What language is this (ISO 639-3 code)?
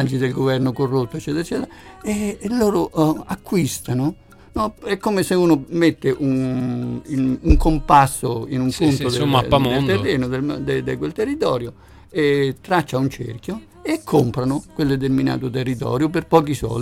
ita